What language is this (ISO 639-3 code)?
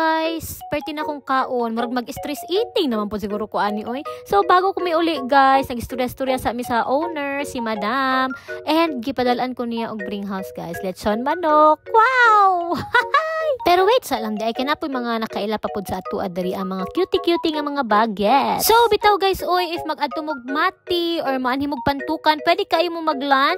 ceb